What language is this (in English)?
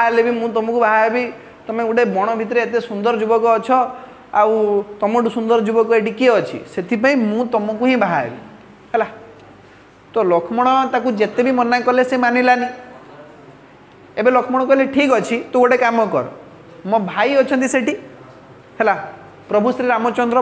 Odia